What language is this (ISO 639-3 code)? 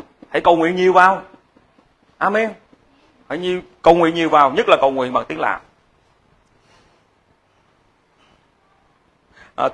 vie